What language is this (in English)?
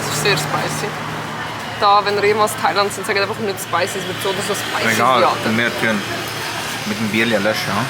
Swiss German